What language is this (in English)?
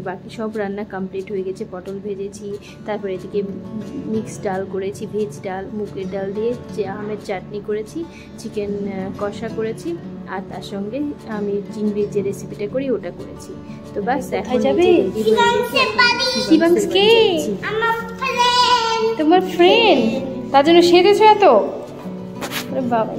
Bangla